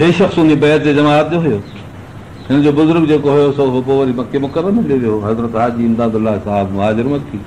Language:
Sindhi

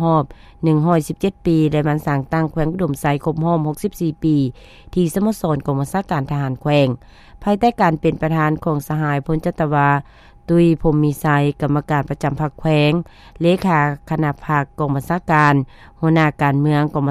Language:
Lao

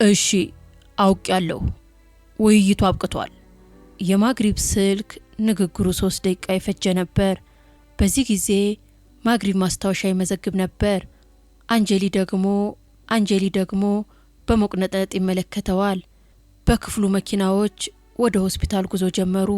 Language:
Amharic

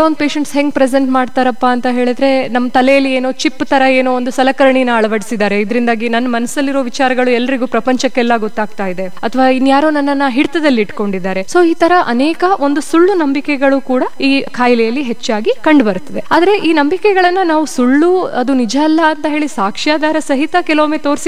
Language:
Kannada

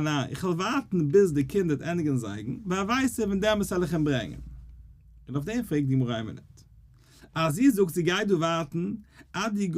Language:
Yiddish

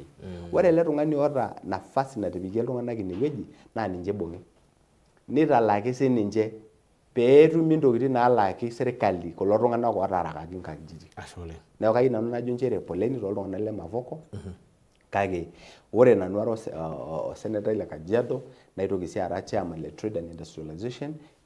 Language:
Masai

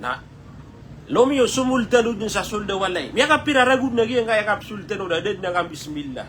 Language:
Maranao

